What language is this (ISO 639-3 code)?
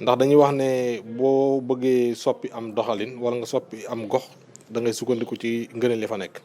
wol